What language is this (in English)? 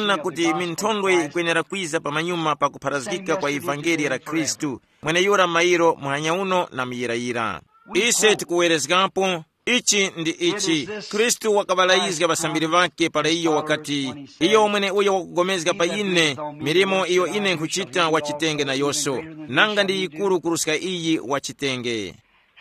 Tumbuka